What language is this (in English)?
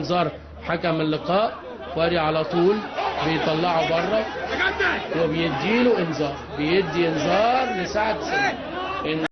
Egyptian Arabic